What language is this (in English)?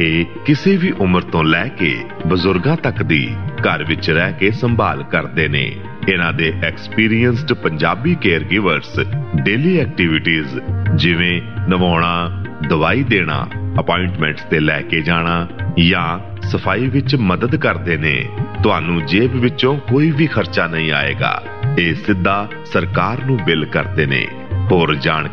Punjabi